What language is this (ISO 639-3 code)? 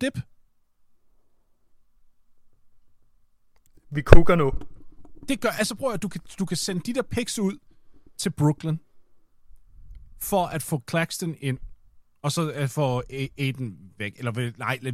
dan